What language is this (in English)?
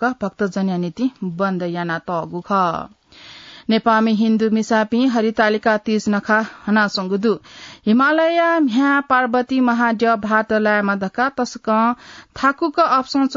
Newari